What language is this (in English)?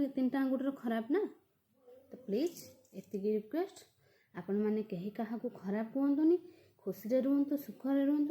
Odia